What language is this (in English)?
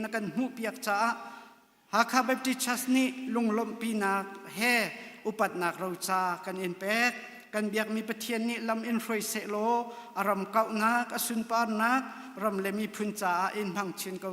Hakha Chin